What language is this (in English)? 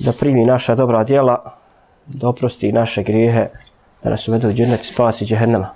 Bosnian